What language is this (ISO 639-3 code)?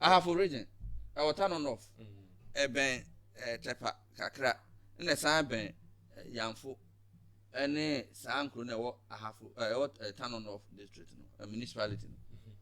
aka